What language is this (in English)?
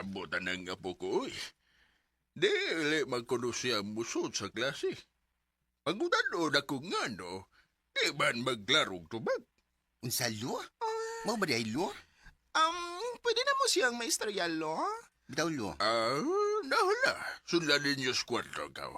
Cebuano